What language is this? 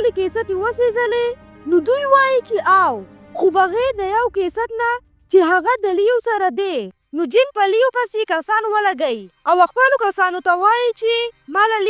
Pashto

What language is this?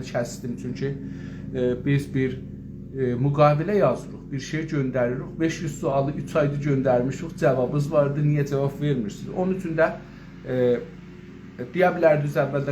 South Azerbaijani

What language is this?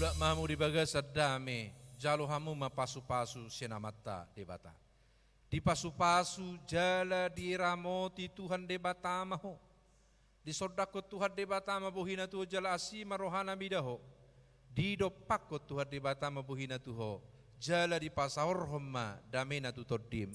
Batak Toba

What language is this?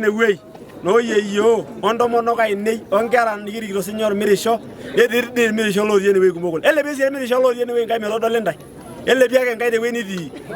Masai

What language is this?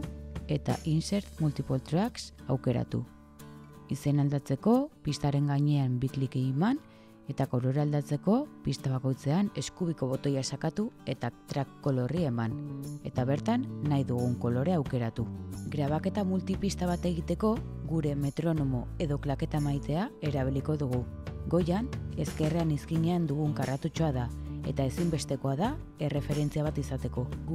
Basque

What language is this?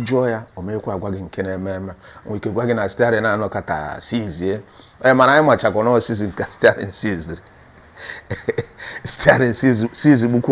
Igbo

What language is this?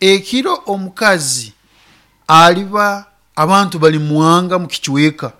Nyoro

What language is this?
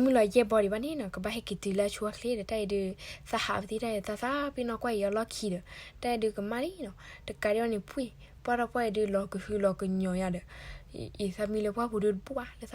S'gaw Karen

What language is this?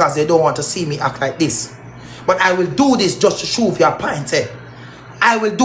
Jamaican Creole English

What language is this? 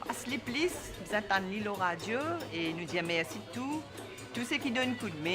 Morisyen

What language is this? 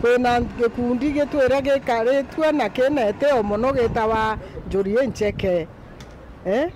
Meru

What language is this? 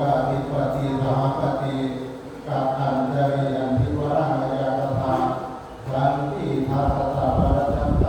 Pali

